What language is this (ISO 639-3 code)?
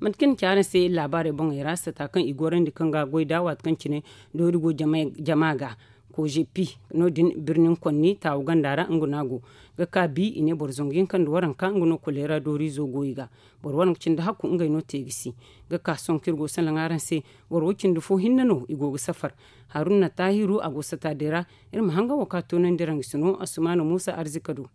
dje